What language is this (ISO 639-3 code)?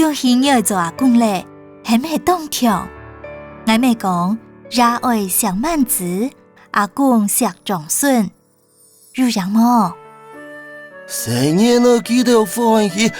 hak